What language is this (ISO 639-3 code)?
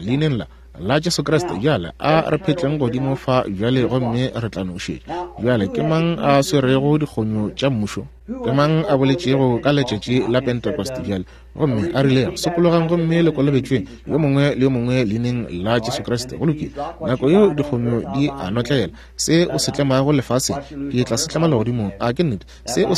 nso